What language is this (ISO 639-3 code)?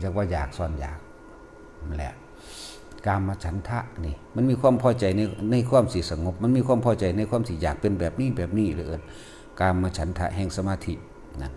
tts